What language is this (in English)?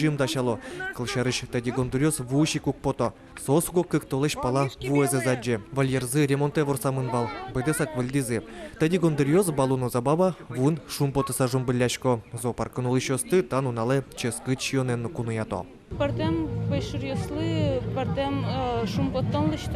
Udmurt